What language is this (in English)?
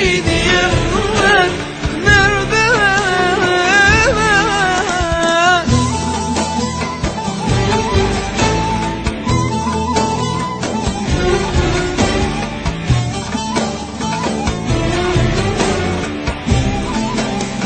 Turkish